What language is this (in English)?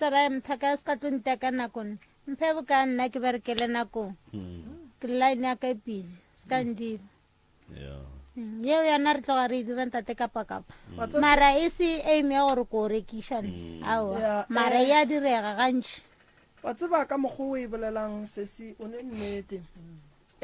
Northern Sotho